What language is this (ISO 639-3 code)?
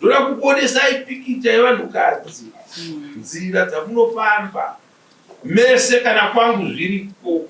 sna